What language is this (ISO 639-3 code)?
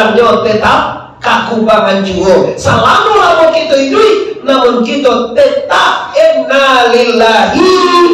min